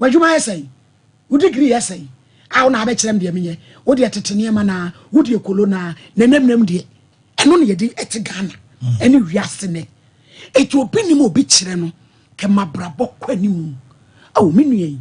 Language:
Akan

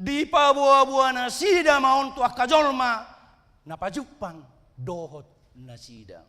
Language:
Batak Toba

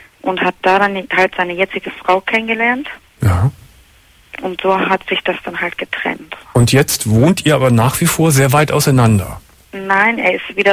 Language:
German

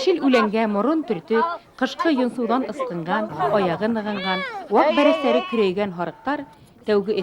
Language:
Bashkir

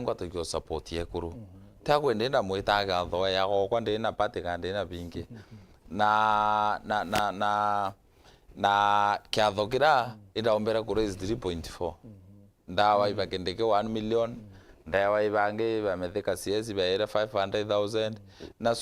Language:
Meru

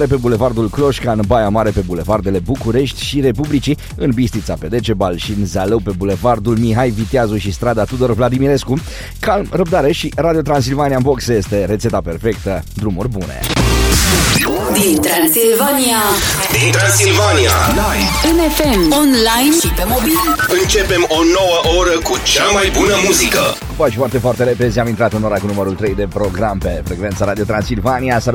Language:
Romanian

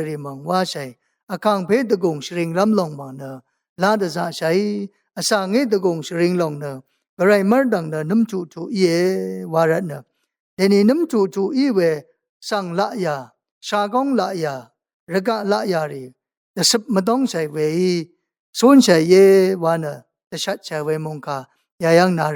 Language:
Rawang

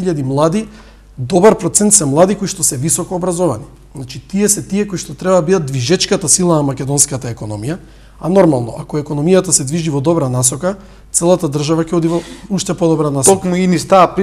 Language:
Macedonian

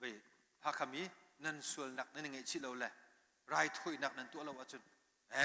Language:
Hakha Chin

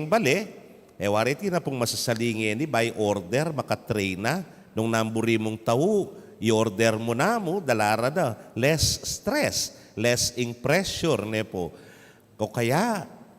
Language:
Pampanga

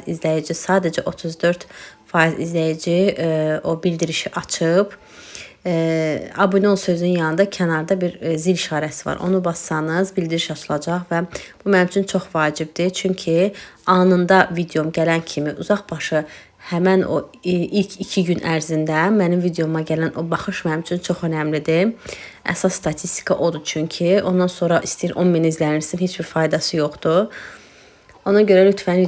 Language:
Azerbaijani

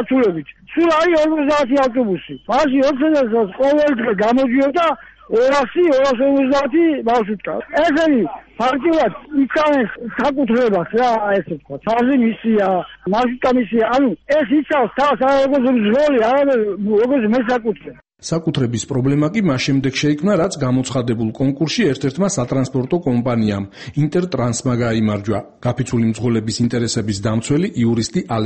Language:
Georgian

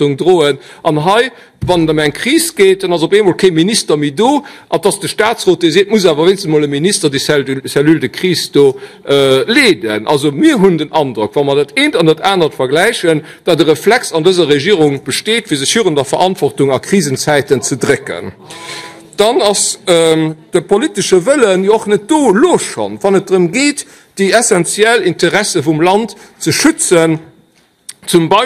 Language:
Luxembourgish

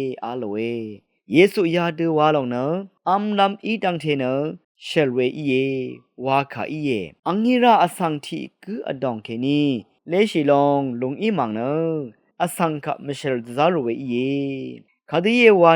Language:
Rawang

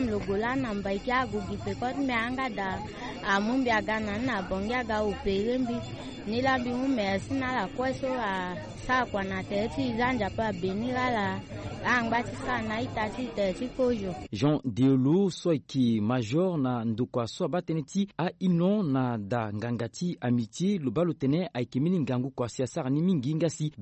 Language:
Sango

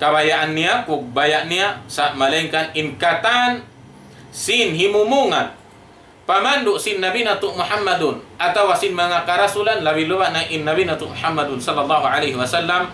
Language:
Tausug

